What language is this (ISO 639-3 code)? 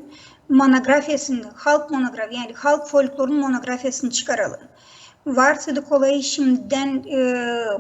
gag